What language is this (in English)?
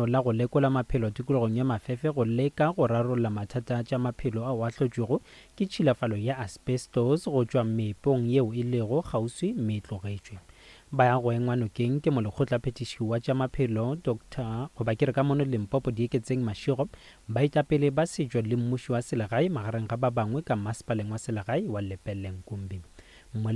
Northern Sotho